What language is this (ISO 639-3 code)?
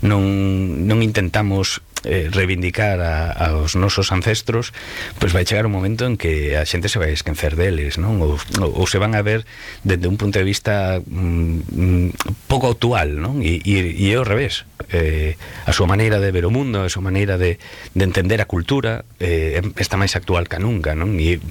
glg